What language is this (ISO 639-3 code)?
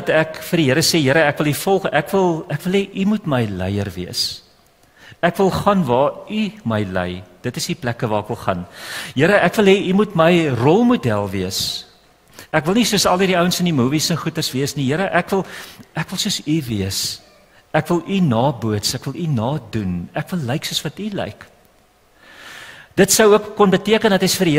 afr